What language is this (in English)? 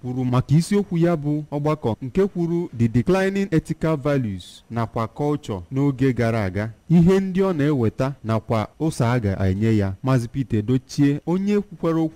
Igbo